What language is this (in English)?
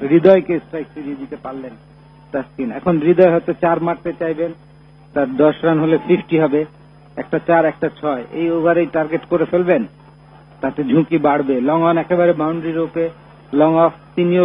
Bangla